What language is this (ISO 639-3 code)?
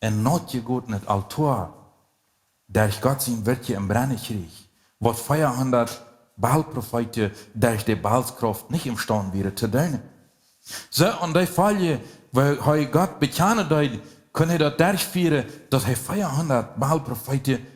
pdt